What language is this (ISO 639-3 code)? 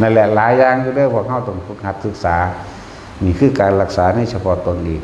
tts